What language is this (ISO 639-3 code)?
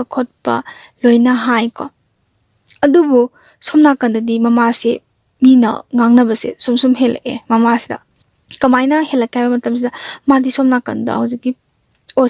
mni